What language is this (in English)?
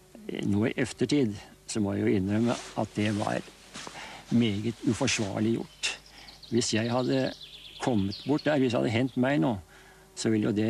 Norwegian